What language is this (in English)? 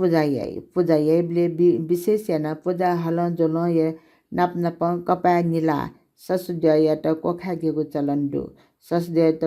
Newari